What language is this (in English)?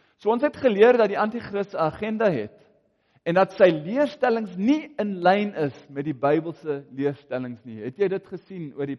Afrikaans